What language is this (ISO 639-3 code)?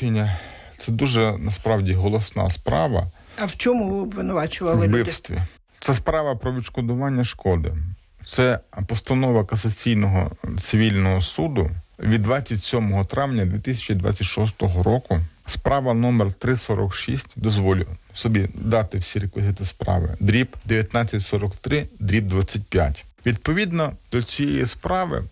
ukr